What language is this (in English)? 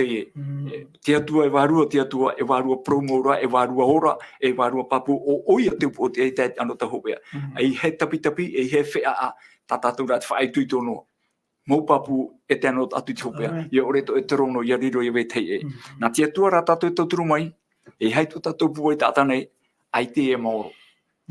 Tahitian